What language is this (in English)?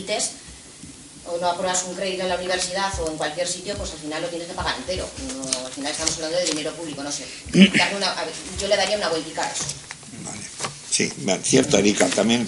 Spanish